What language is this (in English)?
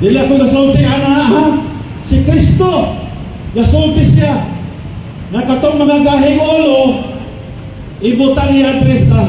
Cebuano